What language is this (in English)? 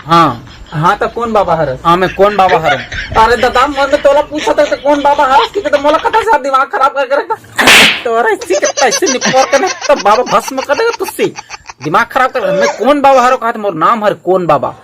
Chhattisgarhi